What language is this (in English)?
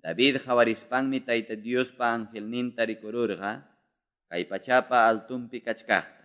Quechua